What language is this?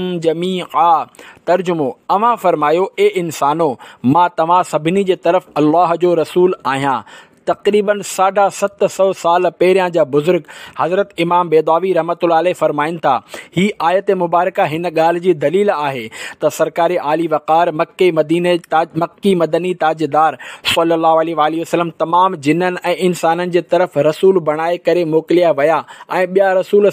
Sindhi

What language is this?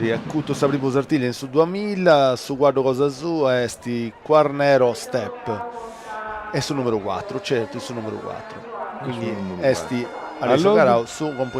Sardinian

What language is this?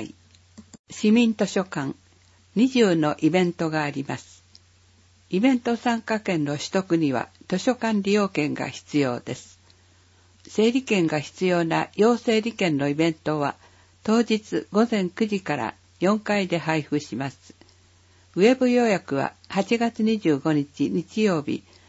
Japanese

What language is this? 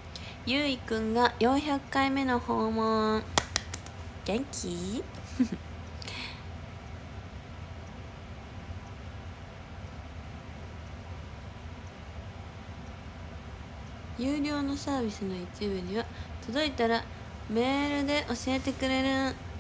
Japanese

